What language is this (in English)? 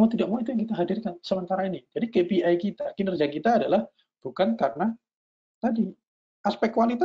Indonesian